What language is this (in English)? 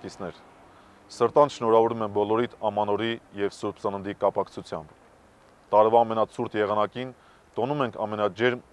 Armenian